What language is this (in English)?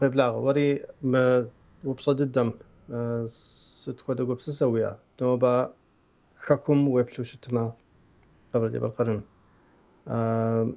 Kabardian